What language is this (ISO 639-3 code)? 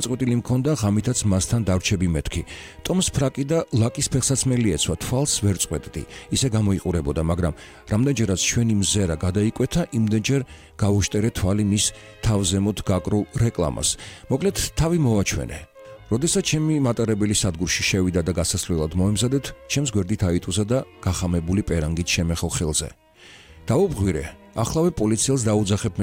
kat